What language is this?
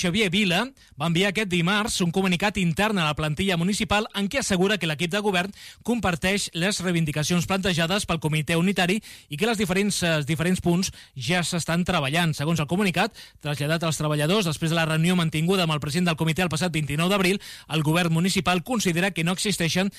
Catalan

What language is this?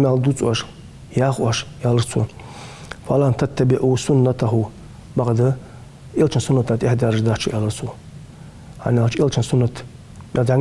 Ingush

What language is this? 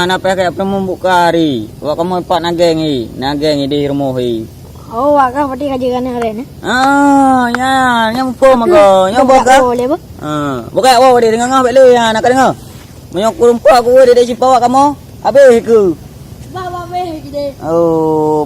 Achinese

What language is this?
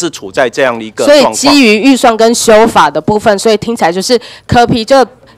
Chinese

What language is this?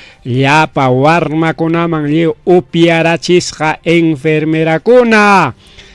Ayacucho Quechua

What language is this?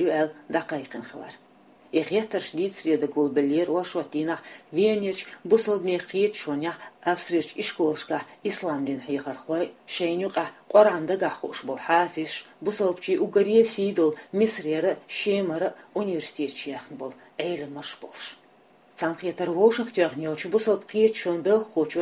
Chechen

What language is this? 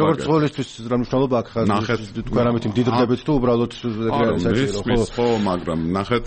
Georgian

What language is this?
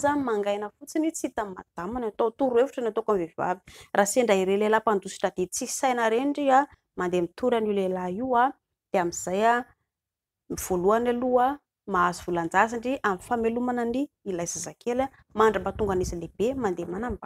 Malagasy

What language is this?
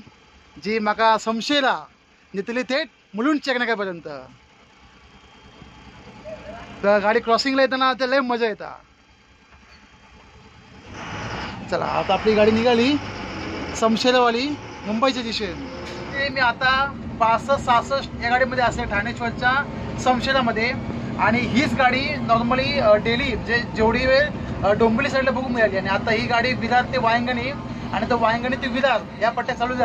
Marathi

